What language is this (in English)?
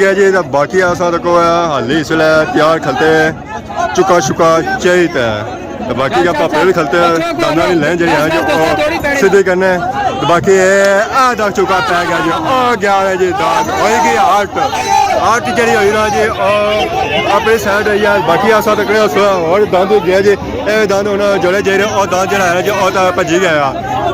Pahari-Potwari